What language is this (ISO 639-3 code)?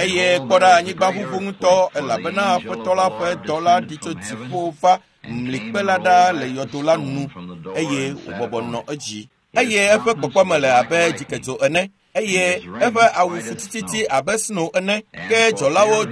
ewe